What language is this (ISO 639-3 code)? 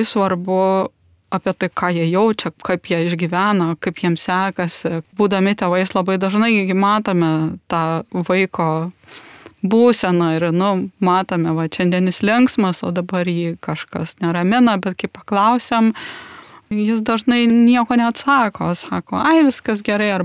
lit